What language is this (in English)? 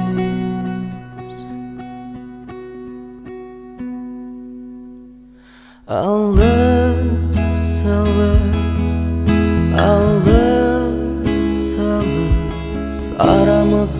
Kazakh